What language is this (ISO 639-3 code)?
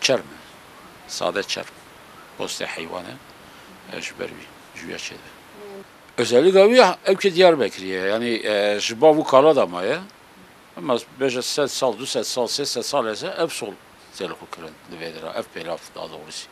kur